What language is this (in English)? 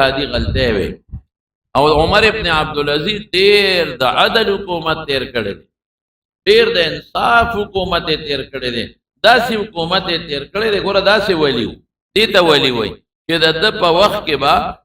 Pashto